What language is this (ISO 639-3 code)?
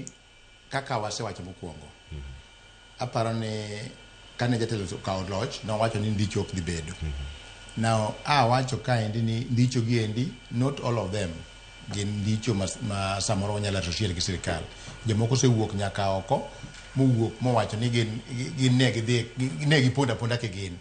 luo